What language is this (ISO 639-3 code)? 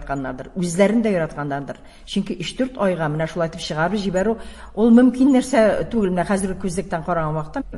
tat